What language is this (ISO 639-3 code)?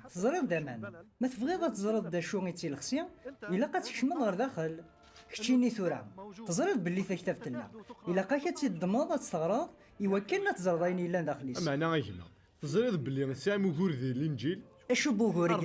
kab